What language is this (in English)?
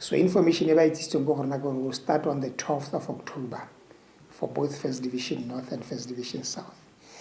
Tswana